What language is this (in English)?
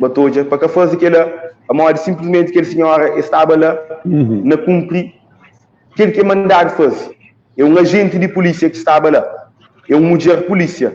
Kabuverdianu